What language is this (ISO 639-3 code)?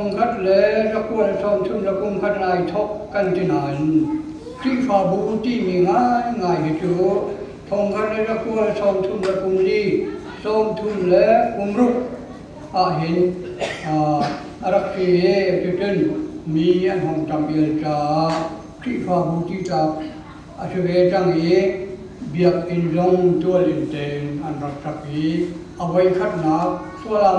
cnh